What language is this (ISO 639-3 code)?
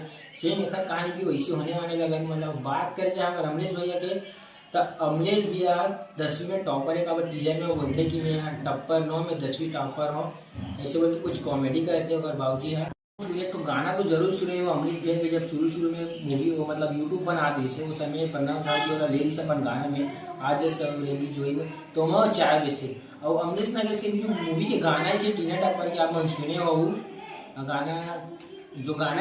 hne